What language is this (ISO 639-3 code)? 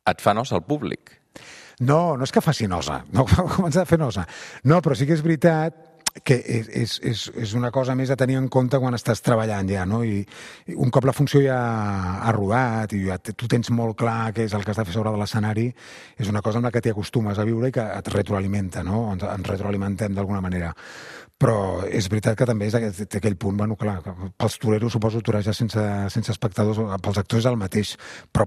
cat